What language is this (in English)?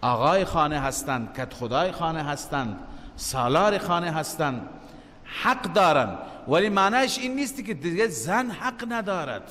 Persian